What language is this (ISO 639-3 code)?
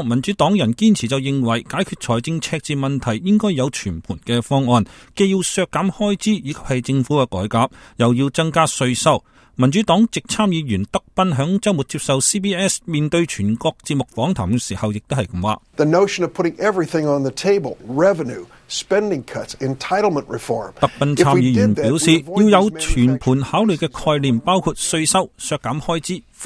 yue